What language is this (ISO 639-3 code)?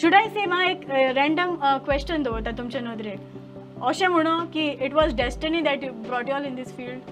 kok